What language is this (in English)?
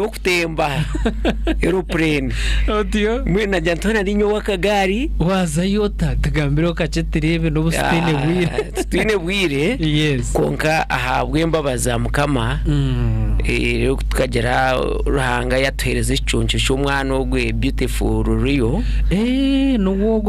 Nyankole